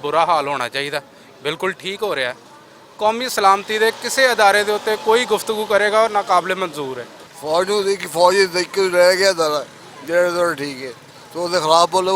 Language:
Western Panjabi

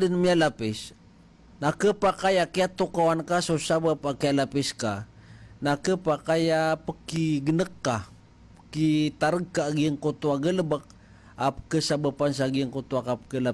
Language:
Maranao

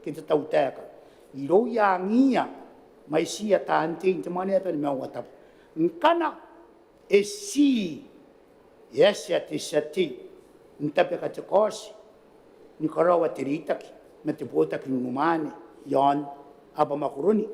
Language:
Gilbertese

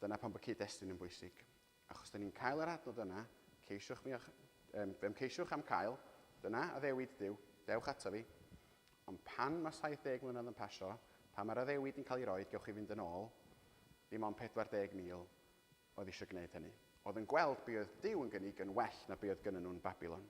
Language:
Welsh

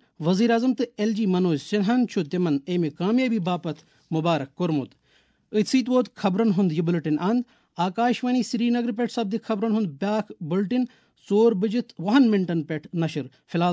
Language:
Kashmiri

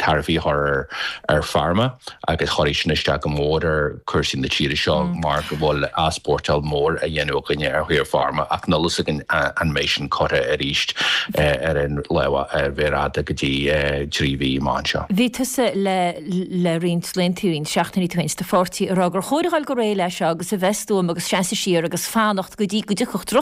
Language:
Irish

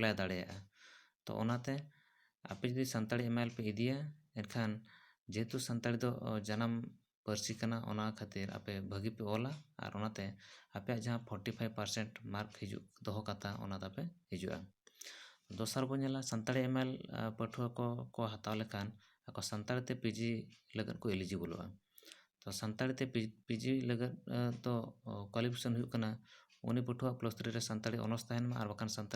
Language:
Santali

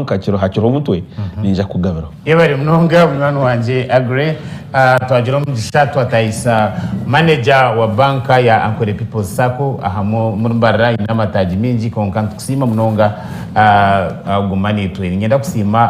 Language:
Nyankole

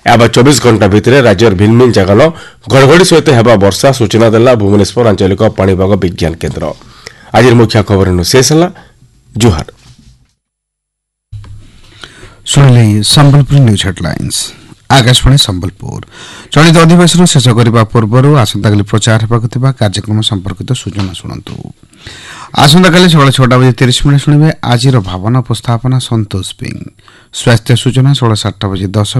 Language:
Odia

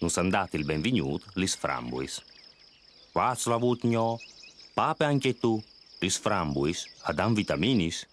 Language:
Friulian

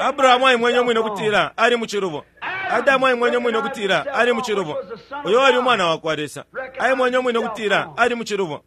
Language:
Bemba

